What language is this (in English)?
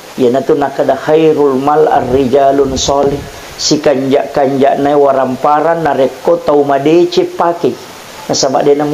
Buginese